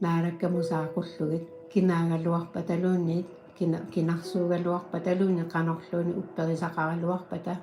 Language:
Kalaallisut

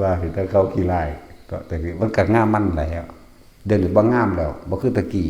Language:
Northeastern Thai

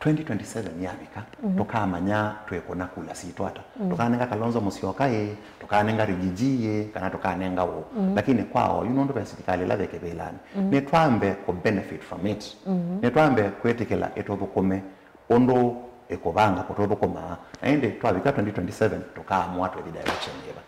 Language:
Kamba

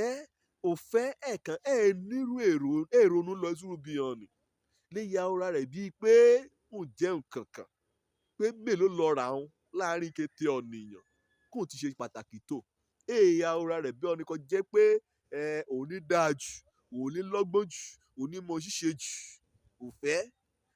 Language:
Yoruba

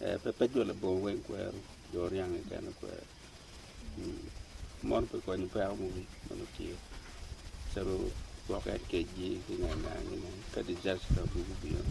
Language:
Acoli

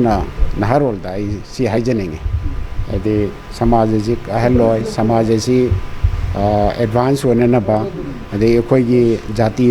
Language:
Manipuri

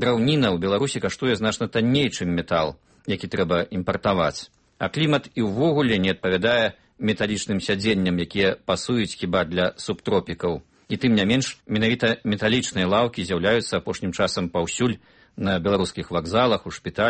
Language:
Belarusian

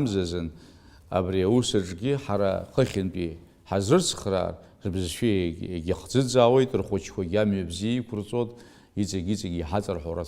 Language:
Abkhazian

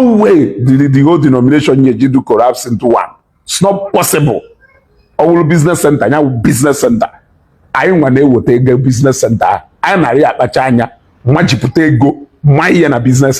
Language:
Igbo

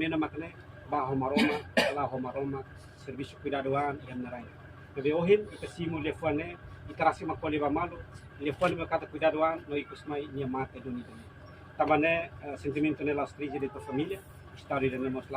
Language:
Tetum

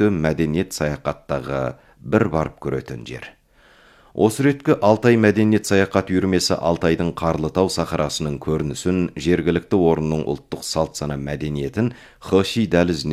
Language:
Kazakh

